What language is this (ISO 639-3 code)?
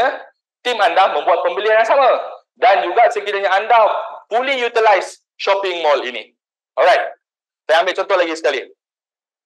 msa